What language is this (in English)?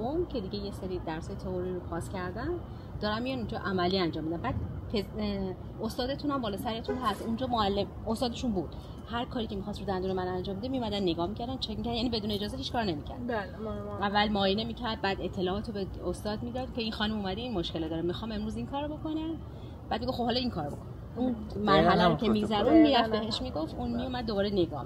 Persian